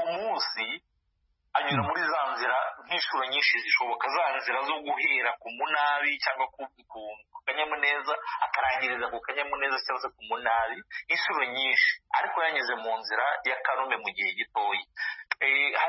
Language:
Kinyarwanda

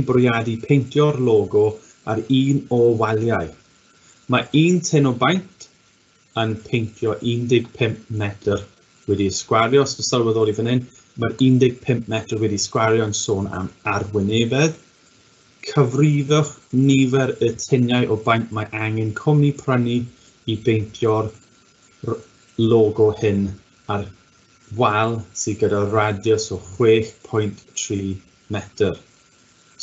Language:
Welsh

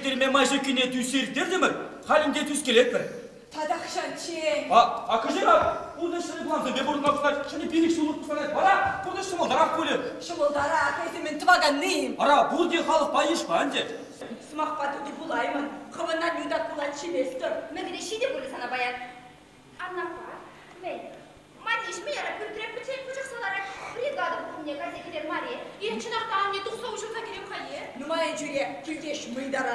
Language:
Chuvash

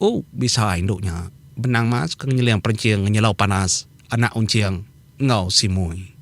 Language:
Iban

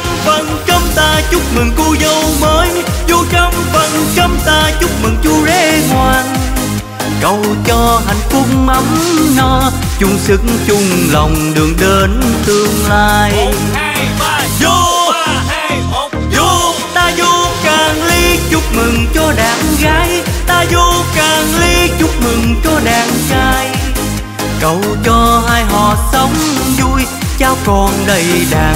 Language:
Vietnamese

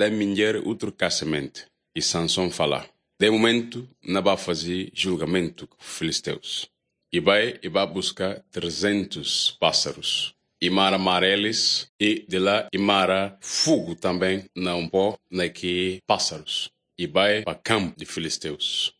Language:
Portuguese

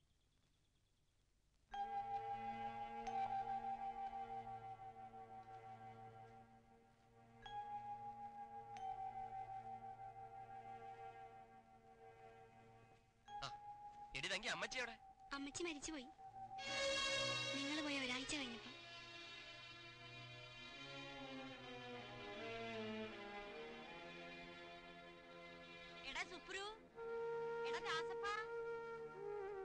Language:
Malayalam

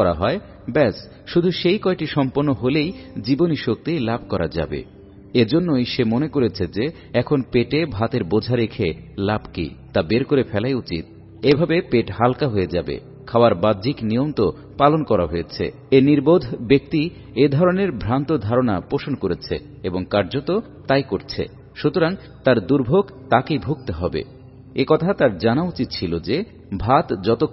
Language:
Bangla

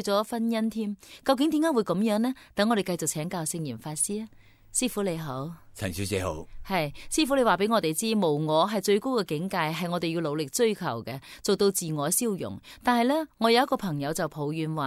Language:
Cantonese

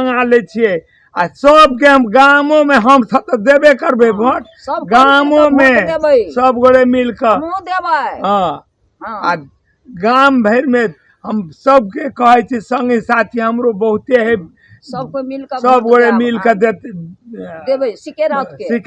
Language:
Maithili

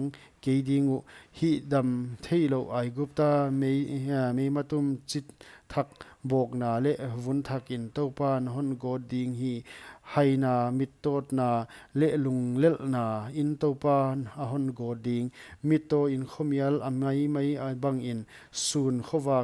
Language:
Paite Chin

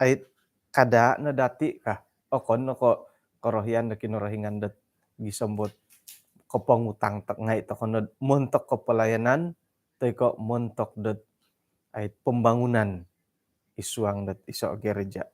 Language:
Central Dusun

